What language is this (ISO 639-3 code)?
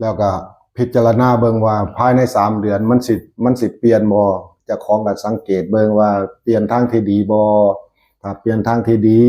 tts